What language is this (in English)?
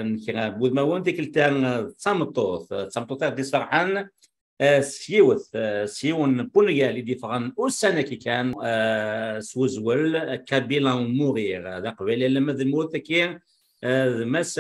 Kabyle